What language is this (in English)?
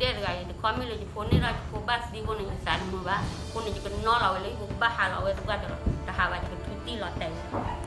S'gaw Karen